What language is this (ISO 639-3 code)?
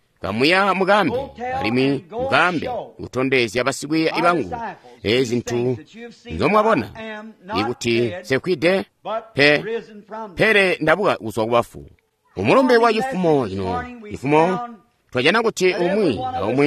toi